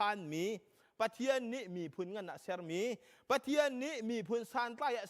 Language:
Hakha Chin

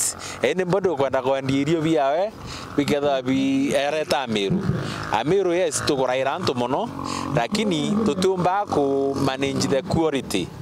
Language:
Meru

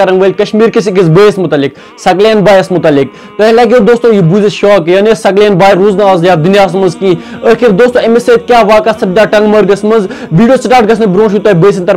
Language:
Kashmiri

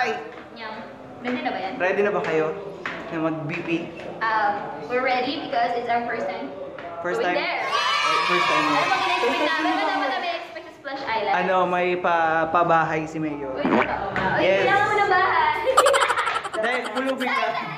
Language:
Filipino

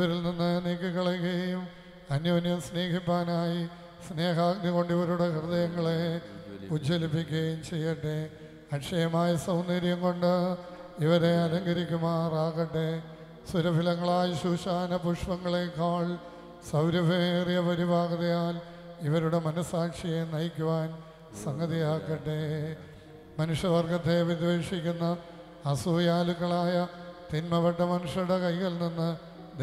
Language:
Malayalam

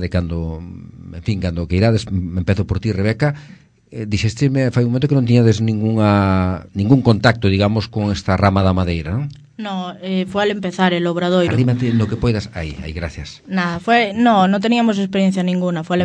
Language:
Galician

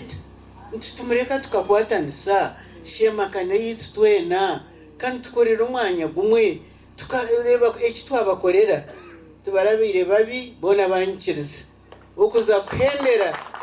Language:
Nyankole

